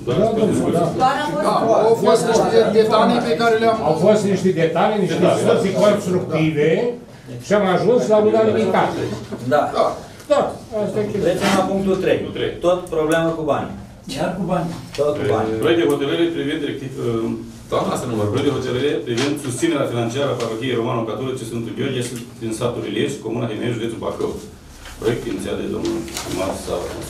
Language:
Romanian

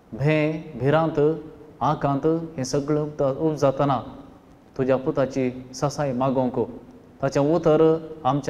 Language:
Konkani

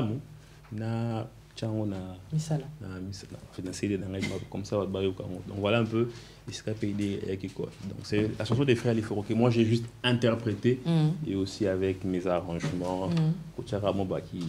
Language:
French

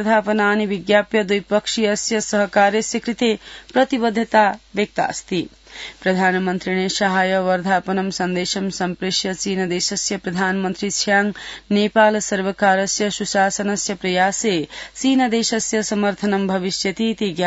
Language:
Sanskrit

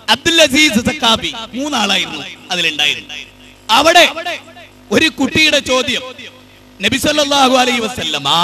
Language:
Malayalam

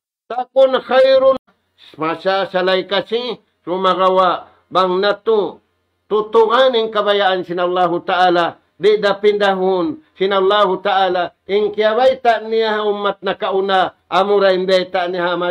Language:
Tausug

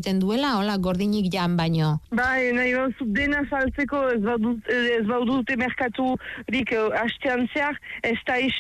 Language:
Basque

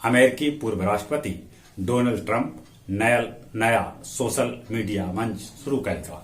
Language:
Magahi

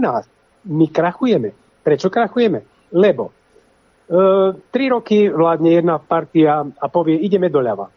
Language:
Slovak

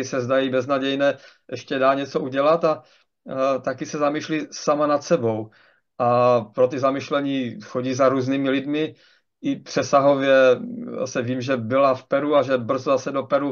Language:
Czech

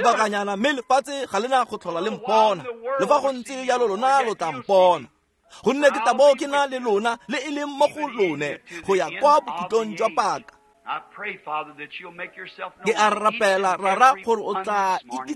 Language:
Tswana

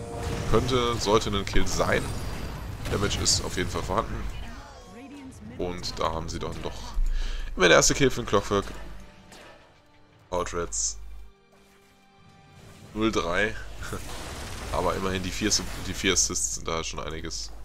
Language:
German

